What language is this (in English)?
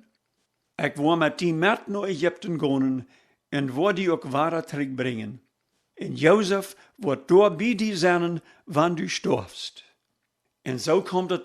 Plautdietsch